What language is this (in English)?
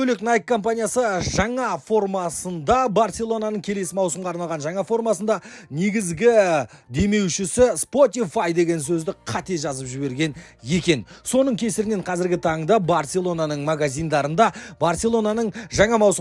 Kazakh